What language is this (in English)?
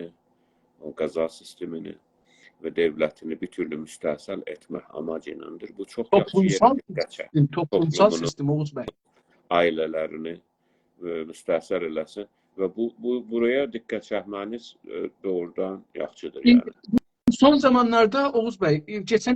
South Azerbaijani